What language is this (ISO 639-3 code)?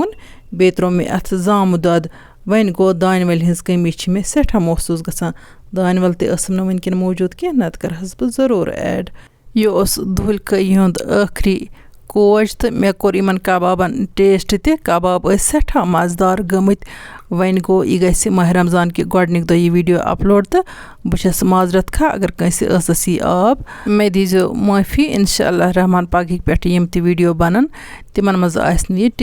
kas